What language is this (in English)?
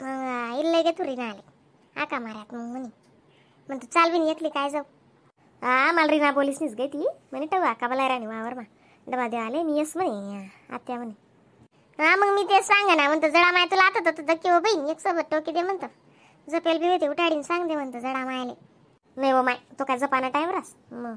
Khandesi